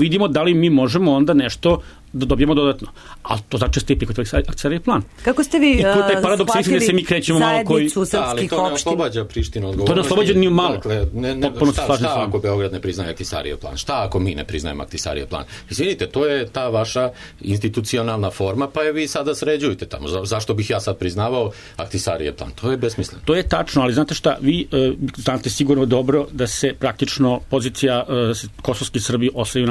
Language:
Serbian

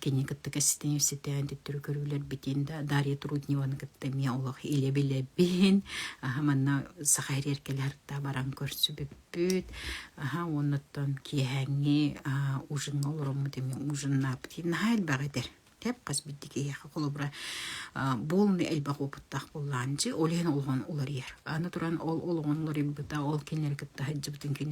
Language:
Yakut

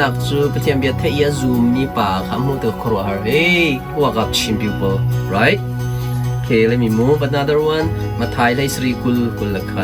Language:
Hakha Chin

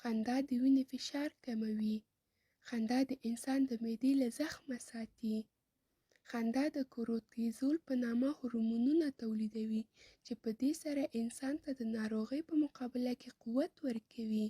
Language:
Pashto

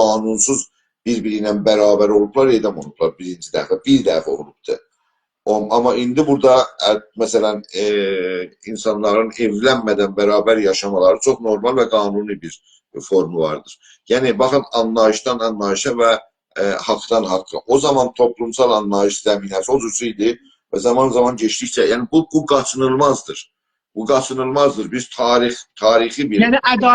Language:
South Azerbaijani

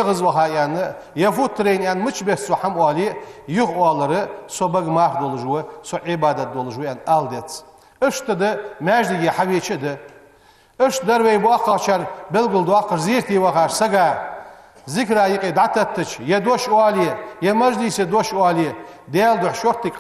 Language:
Ingush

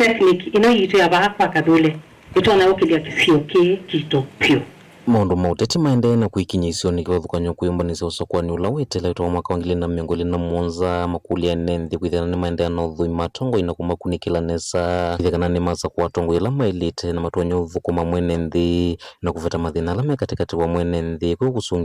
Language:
Kamba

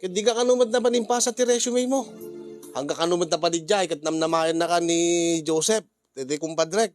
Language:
Iloko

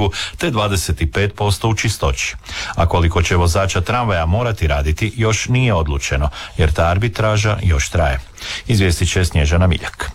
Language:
Croatian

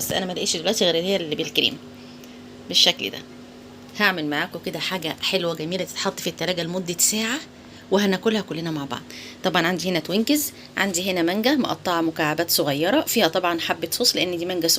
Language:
Egyptian Arabic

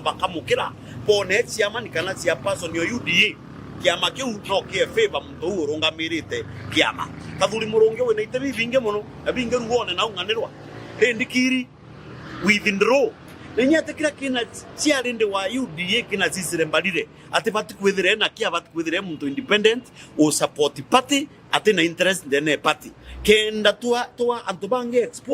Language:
Meru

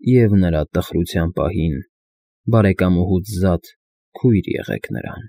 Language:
Armenian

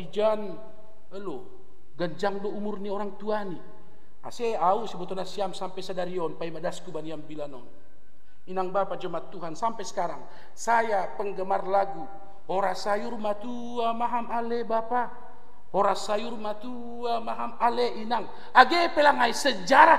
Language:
Batak Simalungun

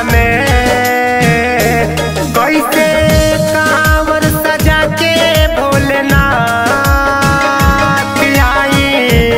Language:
Bhojpuri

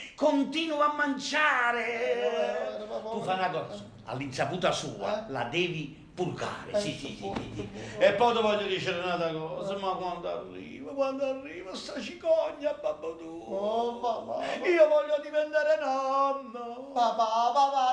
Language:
Neapolitan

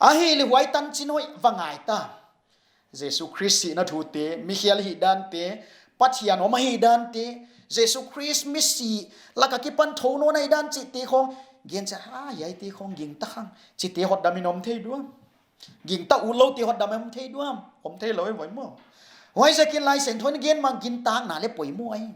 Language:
Paite Chin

